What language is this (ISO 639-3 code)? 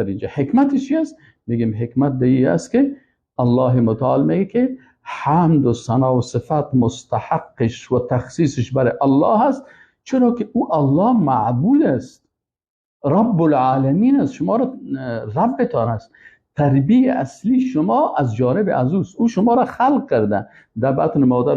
fas